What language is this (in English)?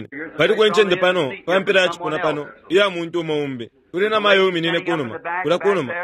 Bemba